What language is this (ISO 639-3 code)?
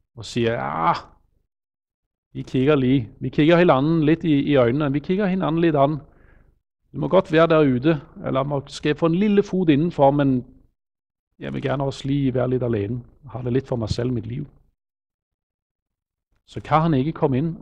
nor